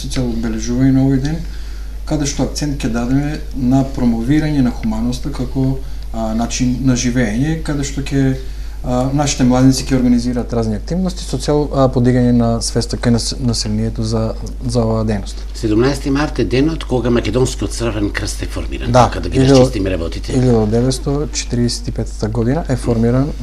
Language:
Macedonian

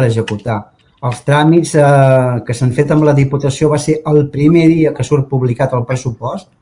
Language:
Catalan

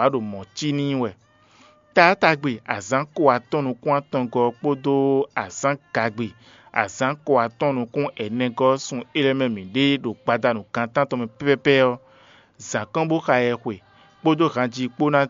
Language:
Fon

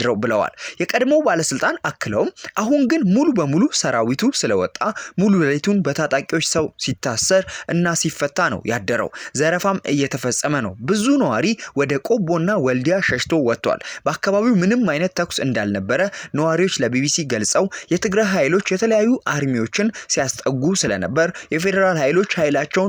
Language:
Amharic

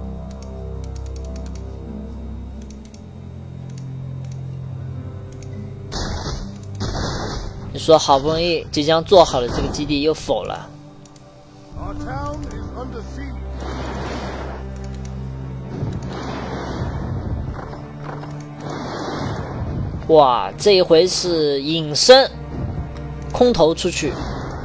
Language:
Chinese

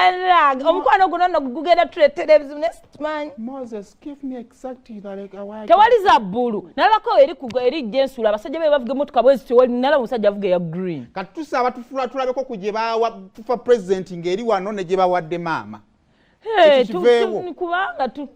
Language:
Ganda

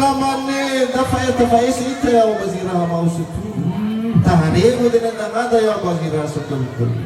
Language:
Nias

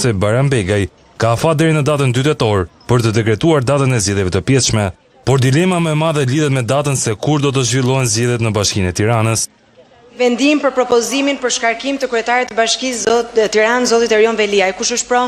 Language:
Albanian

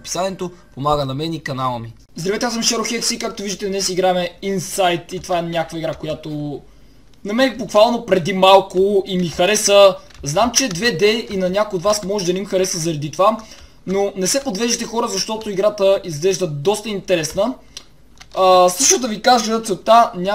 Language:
Bulgarian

